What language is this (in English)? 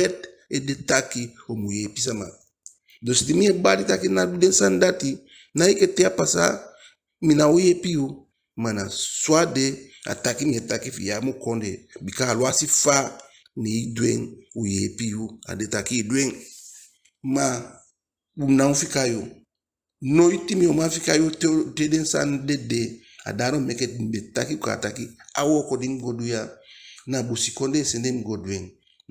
Eastern Maroon Creole